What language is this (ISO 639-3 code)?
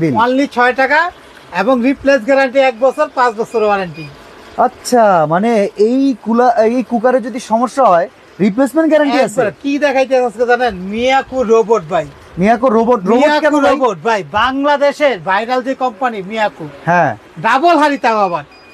ben